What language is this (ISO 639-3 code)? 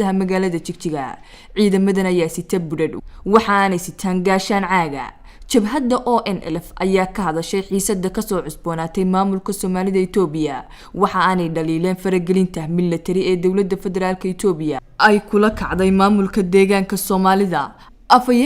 som